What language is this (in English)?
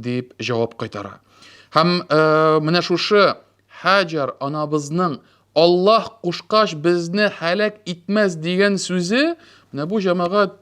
Tatar